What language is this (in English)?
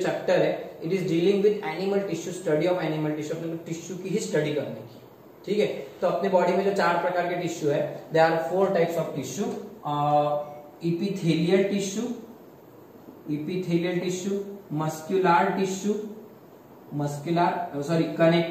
Hindi